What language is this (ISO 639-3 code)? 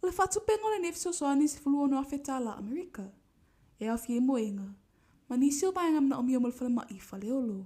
smo